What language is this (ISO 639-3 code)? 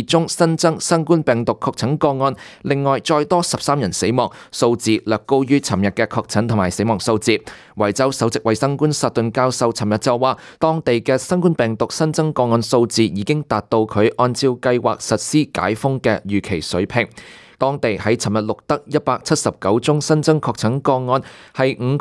yue